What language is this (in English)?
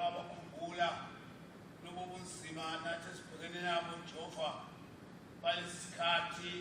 Zulu